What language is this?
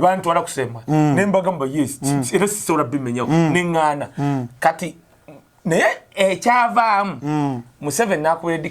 Ganda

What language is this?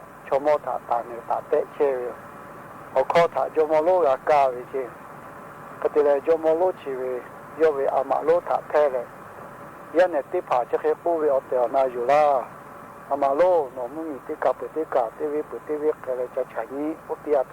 Lahu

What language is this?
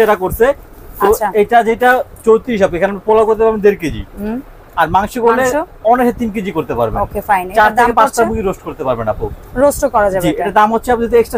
Bangla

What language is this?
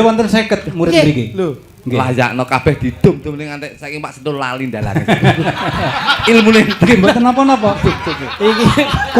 Javanese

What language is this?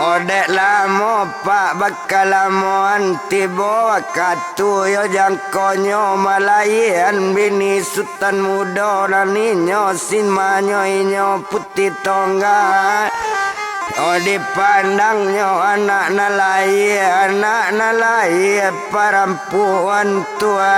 Minangkabau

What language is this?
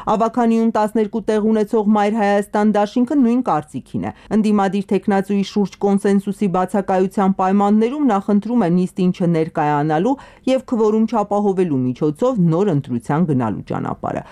Armenian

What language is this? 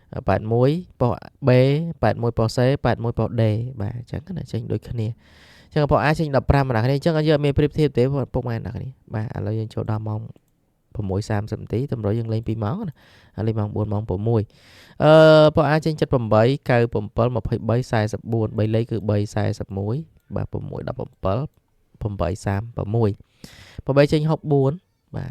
Khmer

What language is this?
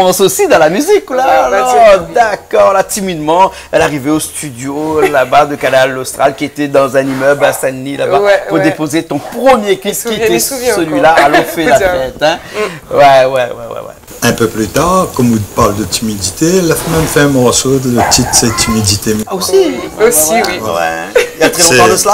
Réunion Creole French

